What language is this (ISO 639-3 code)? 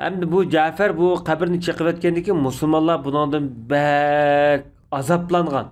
uig